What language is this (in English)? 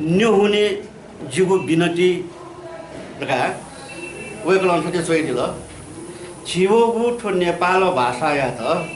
Newari